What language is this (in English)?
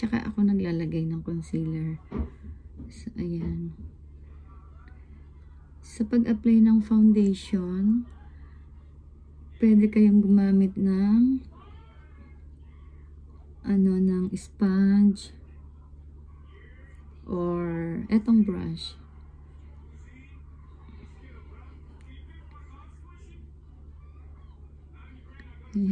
Filipino